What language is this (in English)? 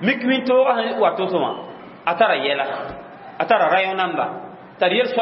Mossi